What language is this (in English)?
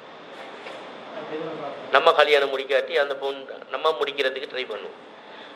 Tamil